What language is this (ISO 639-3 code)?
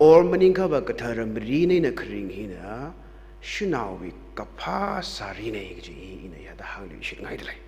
nmf